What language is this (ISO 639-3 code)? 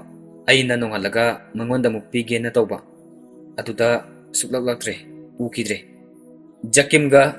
mni